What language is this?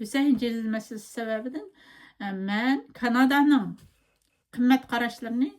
Uyghur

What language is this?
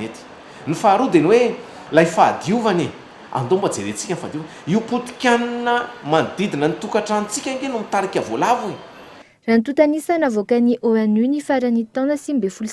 Malagasy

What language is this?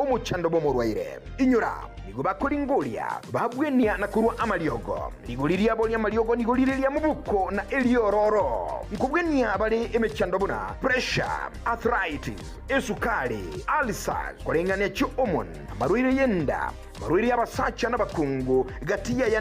Gusii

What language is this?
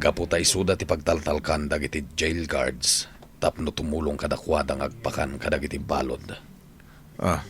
Iloko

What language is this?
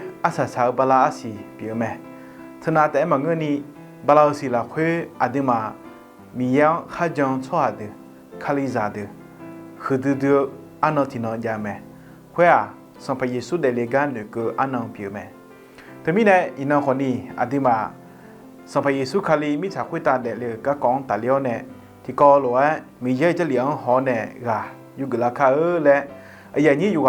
Akha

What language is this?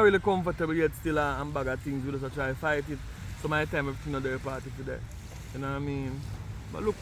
Jamaican Creole English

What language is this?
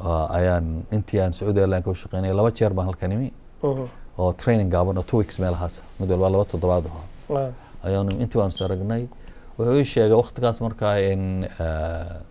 Somali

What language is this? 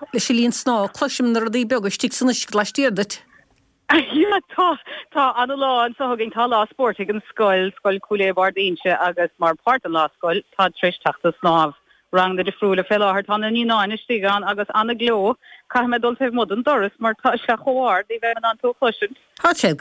Irish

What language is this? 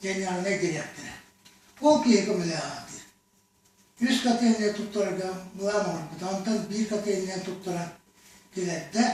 Yakut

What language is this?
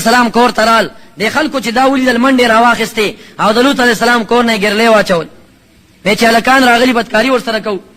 Pashto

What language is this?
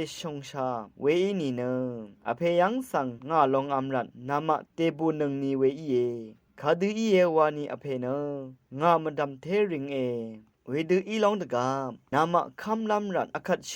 Rawang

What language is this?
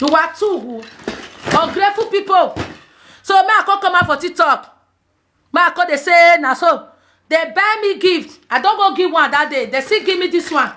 Nigerian Pidgin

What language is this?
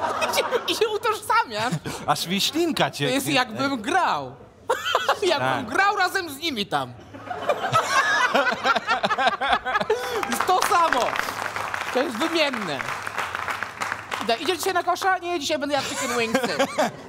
Polish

